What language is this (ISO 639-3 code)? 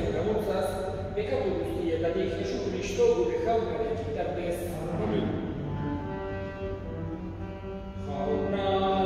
eus